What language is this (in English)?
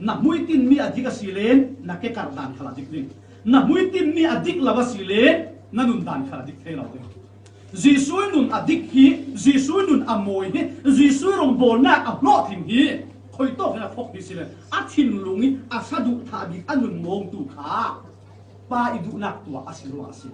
Falam Chin